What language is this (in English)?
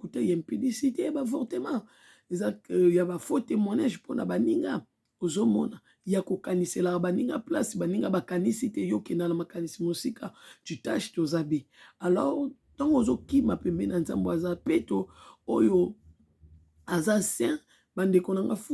Lingala